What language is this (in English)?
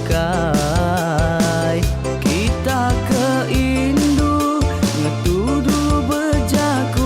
Iban